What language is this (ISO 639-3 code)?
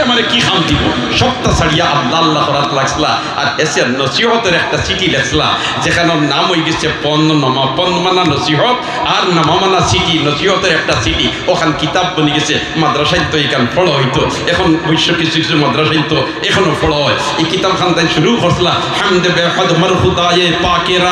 syl